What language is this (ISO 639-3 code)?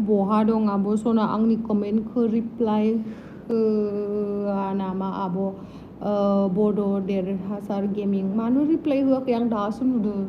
brx